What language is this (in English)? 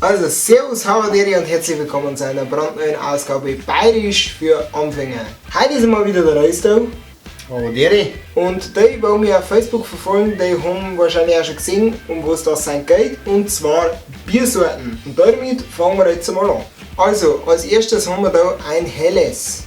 Bavarian